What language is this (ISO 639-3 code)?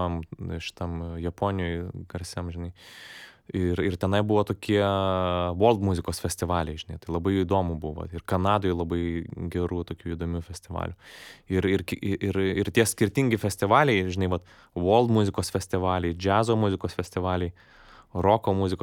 lit